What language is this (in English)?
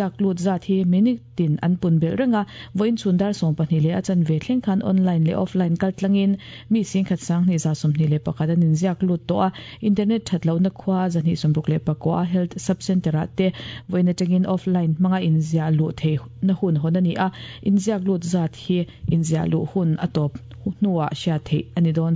Mizo